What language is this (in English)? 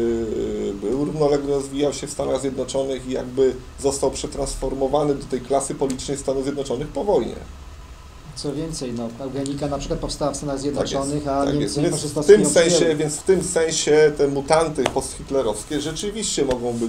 Polish